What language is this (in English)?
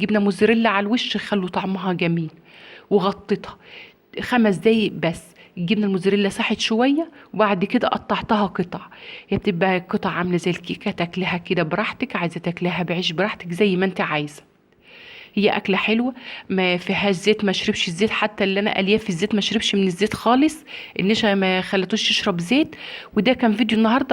Egyptian Arabic